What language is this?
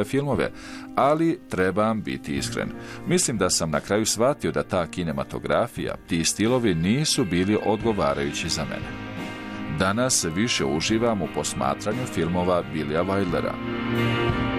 Bosnian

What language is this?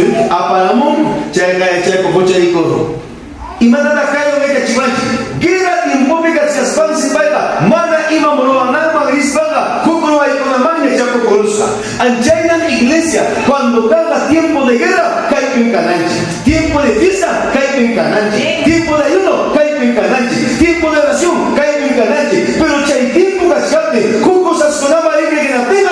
Ayacucho Quechua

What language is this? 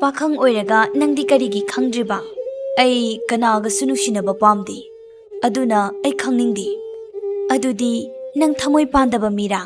Manipuri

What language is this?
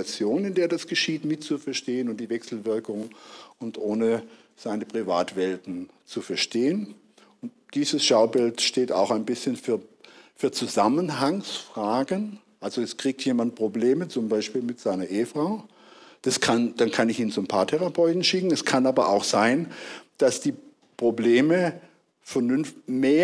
German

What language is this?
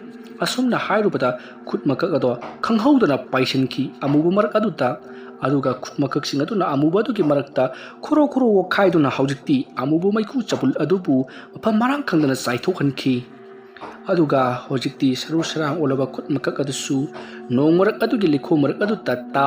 Manipuri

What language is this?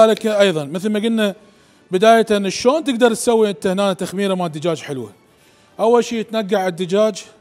Mesopotamian Arabic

